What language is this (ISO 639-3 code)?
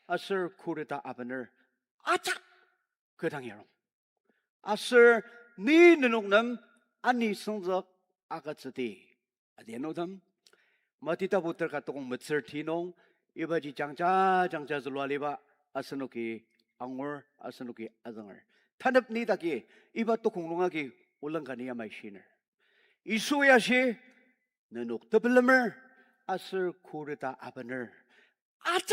njo